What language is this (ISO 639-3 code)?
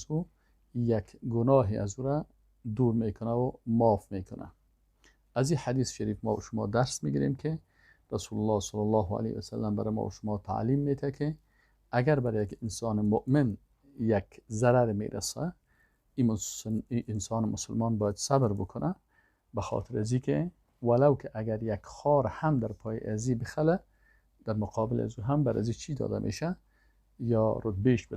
fas